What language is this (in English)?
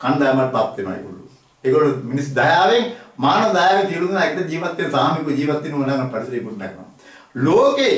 Sinhala